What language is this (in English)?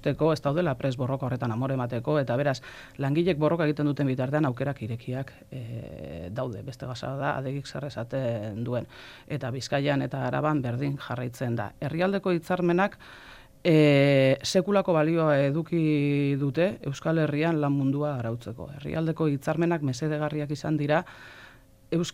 Basque